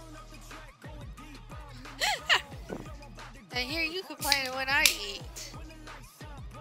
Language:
English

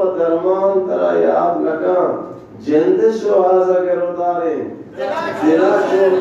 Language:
Eastern Balochi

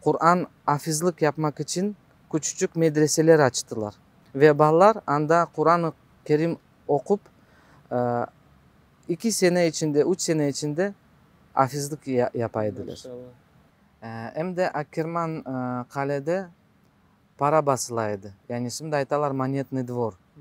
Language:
Crimean Tatar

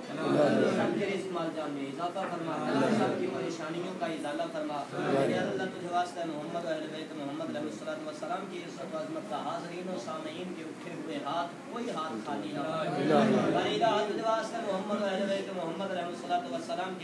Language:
Urdu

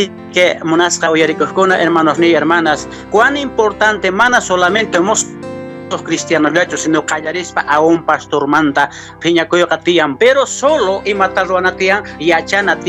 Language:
Quechua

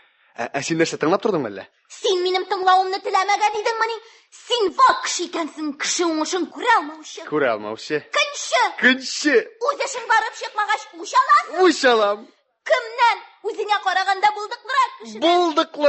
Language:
Tatar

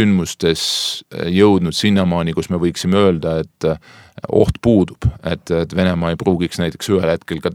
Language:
Estonian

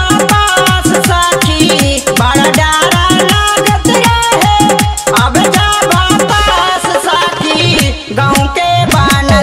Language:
Bhojpuri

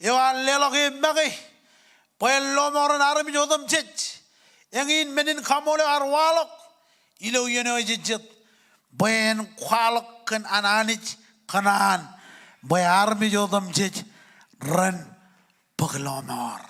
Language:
Marshallese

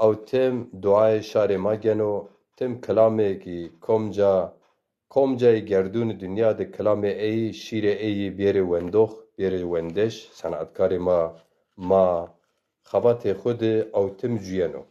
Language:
Zaza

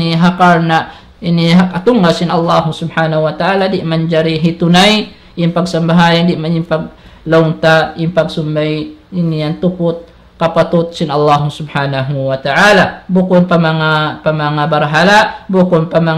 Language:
Tausug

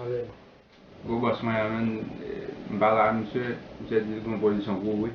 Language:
Haitian Creole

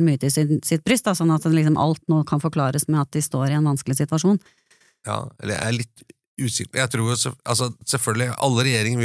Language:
Norwegian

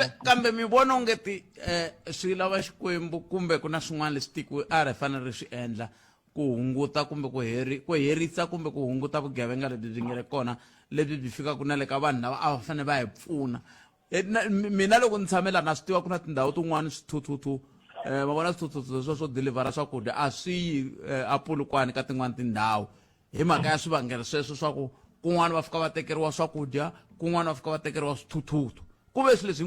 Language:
Tsonga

